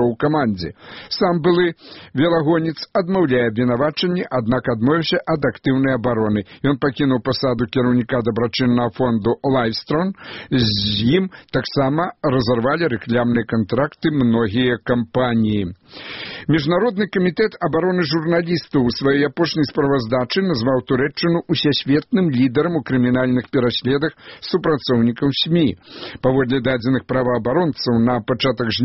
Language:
Belarusian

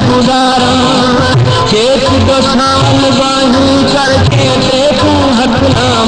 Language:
Saraiki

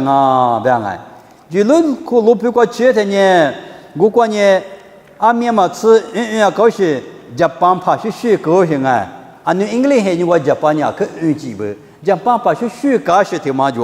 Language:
Lisu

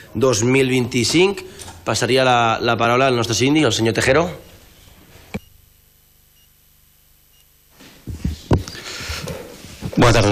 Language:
Catalan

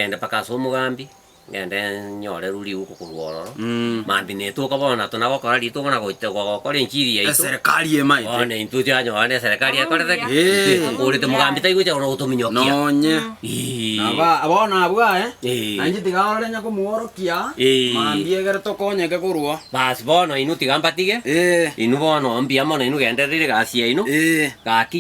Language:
Gusii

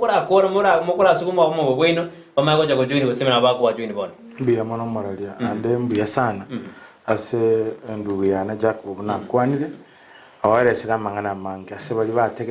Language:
Gusii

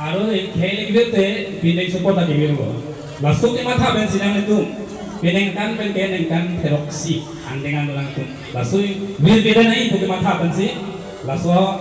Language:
Karbi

